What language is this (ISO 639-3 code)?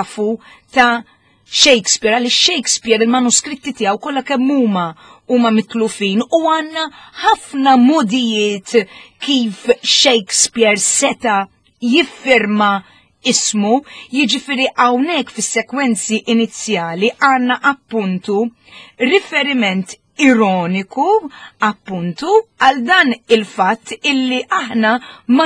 mlt